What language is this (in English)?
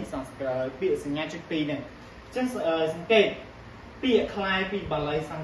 Khmer